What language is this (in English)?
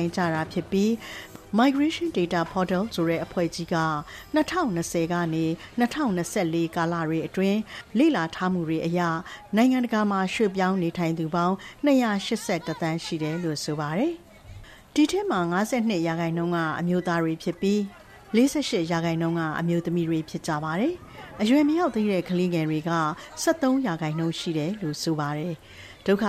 Burmese